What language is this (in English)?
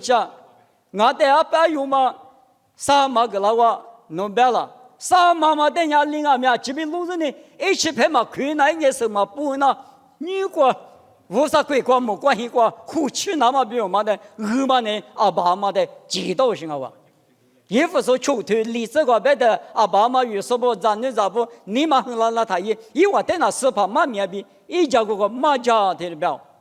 Lisu